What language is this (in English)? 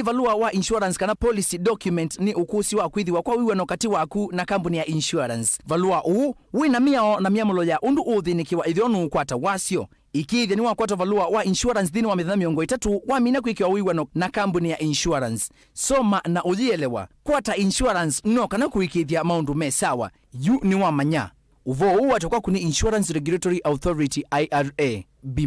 Kamba